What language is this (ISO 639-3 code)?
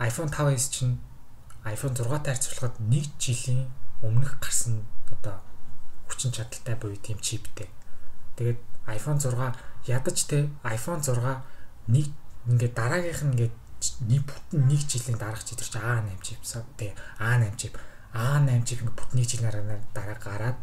mon